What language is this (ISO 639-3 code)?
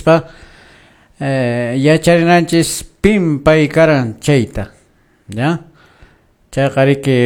que